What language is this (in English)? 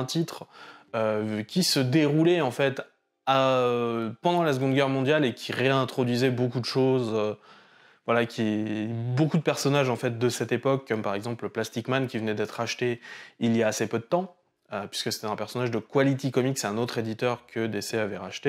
French